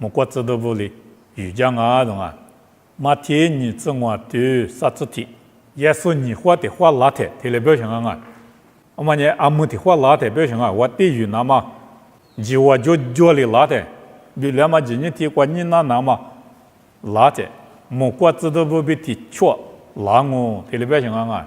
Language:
Lisu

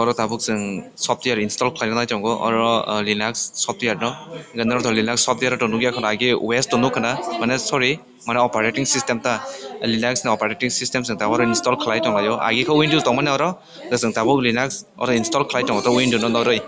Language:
Kok Borok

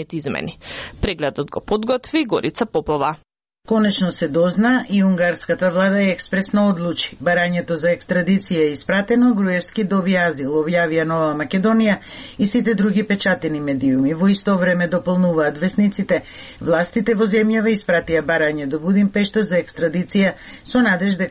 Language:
Macedonian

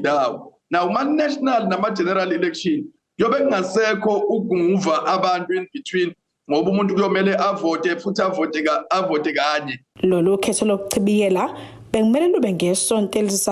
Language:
Zulu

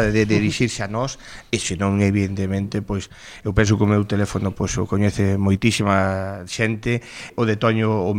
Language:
Galician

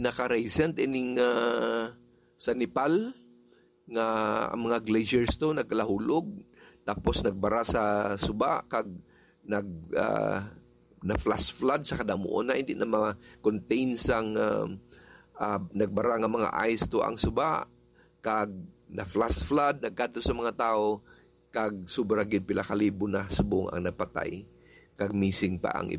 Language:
Hiligaynon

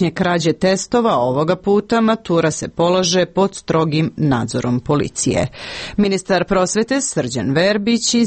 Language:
Serbian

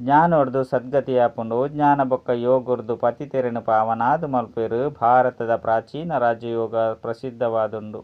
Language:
Tulu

